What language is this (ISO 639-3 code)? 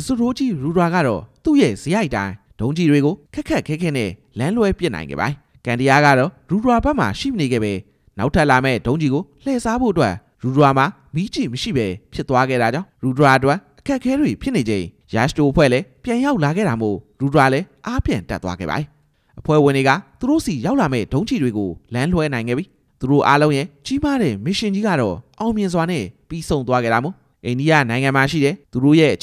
mya